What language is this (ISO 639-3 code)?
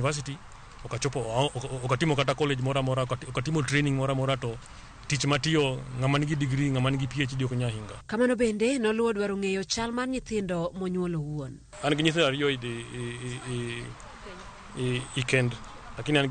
luo